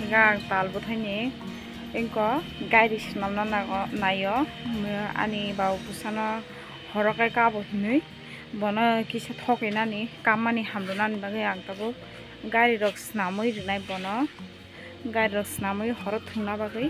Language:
Kok Borok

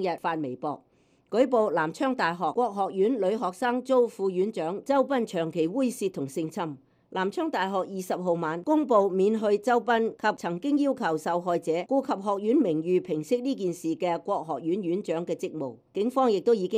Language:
Cantonese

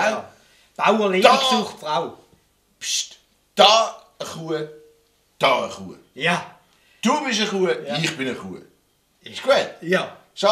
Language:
Swiss German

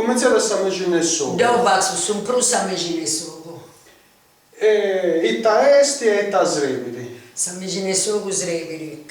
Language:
Sardinian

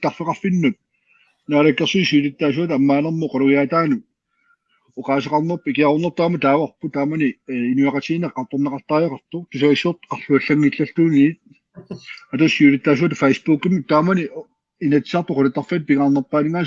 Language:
Kalaallisut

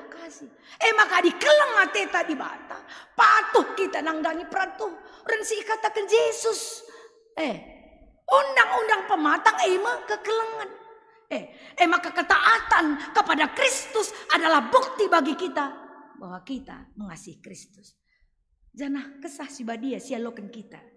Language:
Batak Karo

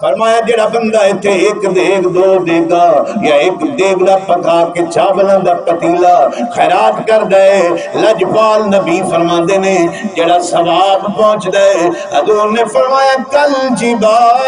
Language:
Saraiki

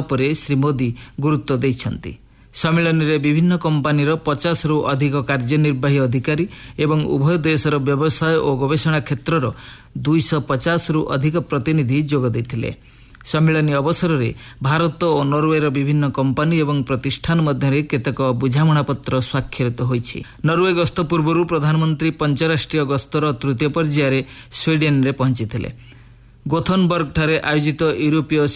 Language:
Odia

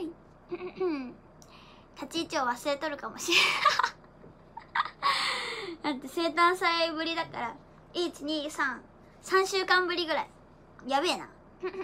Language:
Japanese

